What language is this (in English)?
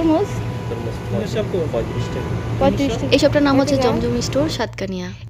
Bangla